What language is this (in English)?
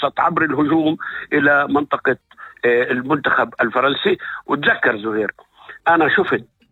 North Levantine Arabic